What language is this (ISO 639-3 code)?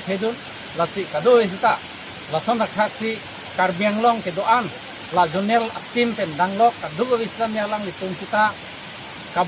mjw